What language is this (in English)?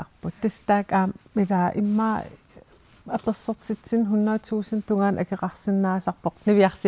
Kalaallisut